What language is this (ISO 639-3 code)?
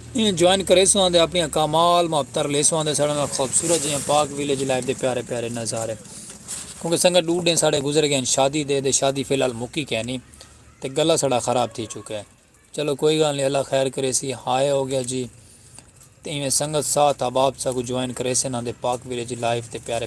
skr